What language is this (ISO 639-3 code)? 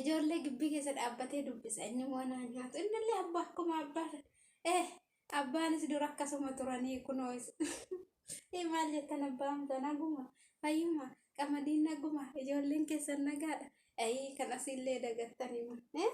orm